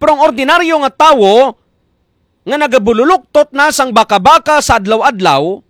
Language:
Hiligaynon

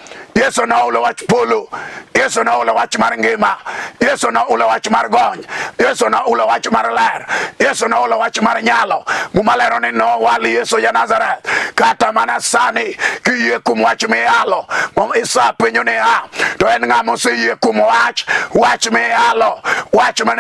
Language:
Luo (Kenya and Tanzania)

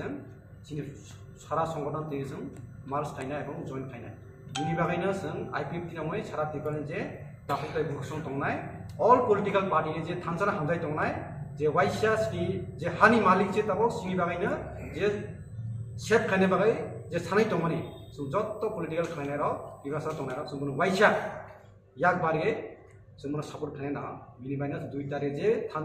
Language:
Kok Borok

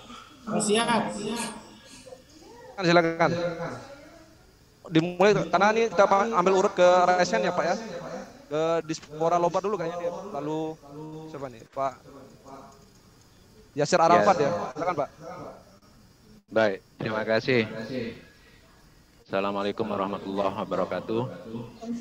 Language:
Indonesian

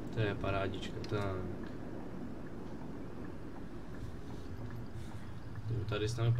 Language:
Czech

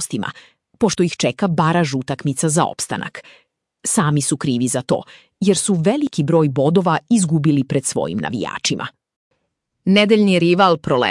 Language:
Serbian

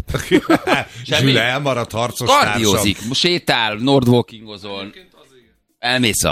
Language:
Hungarian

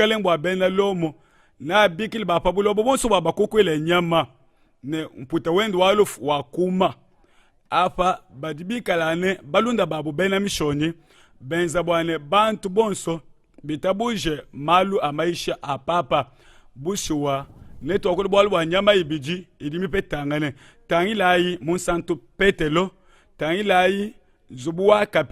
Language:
Luba-Lulua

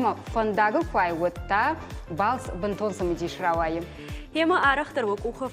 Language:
Ossetic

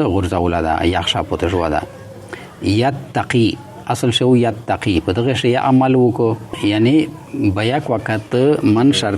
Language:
Pashto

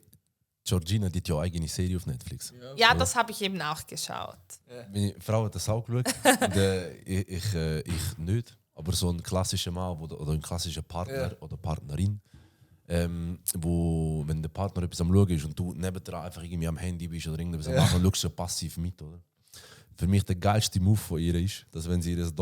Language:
Swiss German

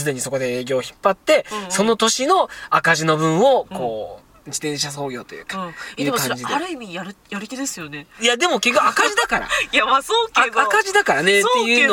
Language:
Japanese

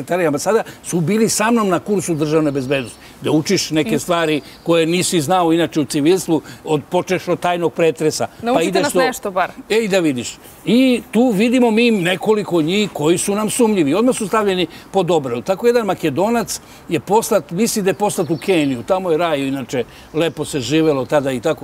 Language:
Serbian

